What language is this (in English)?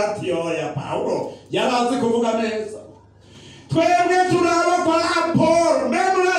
Rundi